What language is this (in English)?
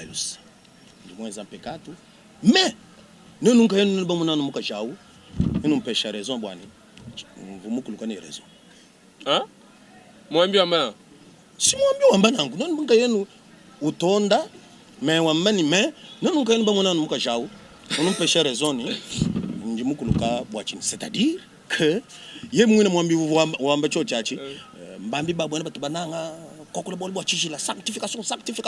Luba-Lulua